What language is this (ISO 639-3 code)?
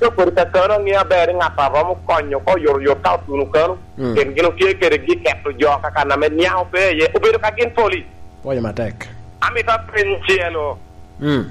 laj